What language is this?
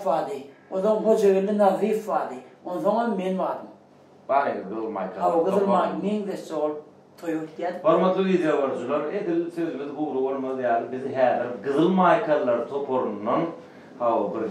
Turkmen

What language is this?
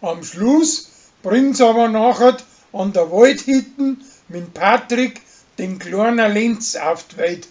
Bavarian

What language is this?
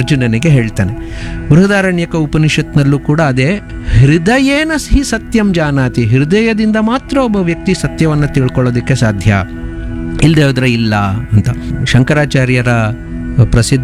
Kannada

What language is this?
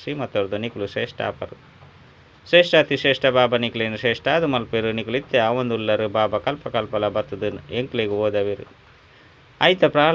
Tulu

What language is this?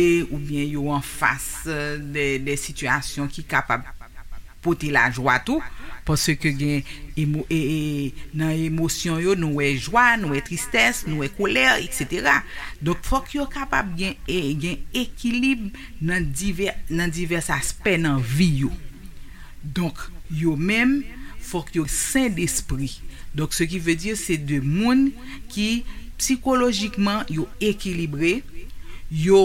Haitian Creole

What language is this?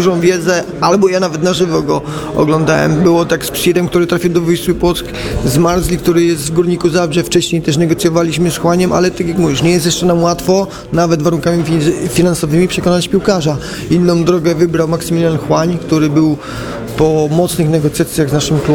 Polish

